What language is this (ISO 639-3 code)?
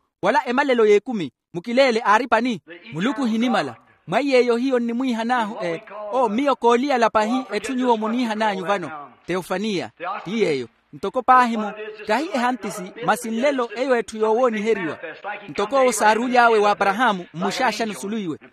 vmw